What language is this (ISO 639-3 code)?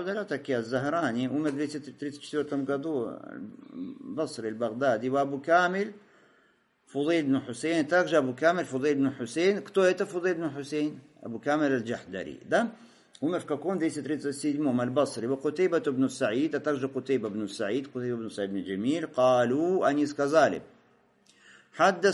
rus